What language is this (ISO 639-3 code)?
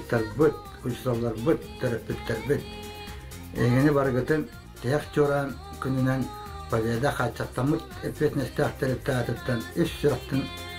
sah